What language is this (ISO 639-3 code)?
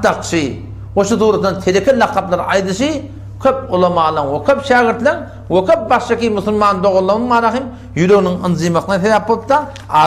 tuk